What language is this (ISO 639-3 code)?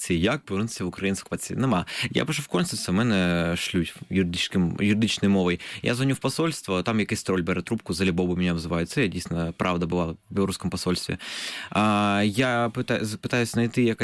ukr